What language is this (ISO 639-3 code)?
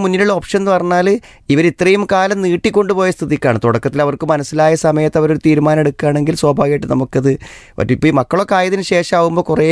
mal